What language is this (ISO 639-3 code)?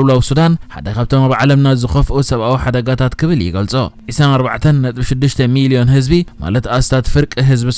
tir